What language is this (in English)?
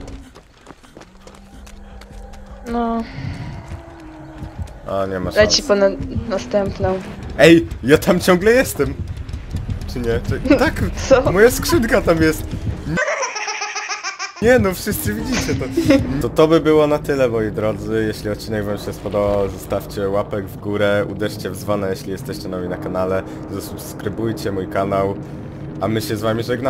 Polish